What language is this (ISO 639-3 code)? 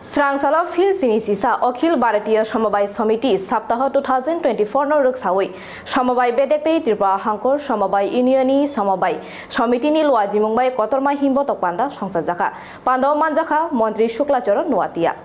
trp